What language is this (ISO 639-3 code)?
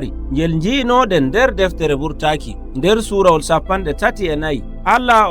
fuv